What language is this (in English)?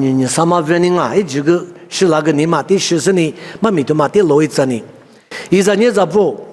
Lisu